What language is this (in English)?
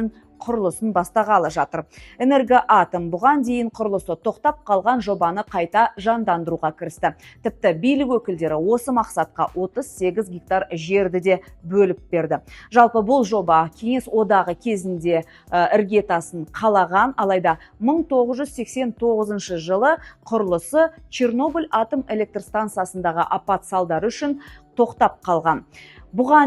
Kazakh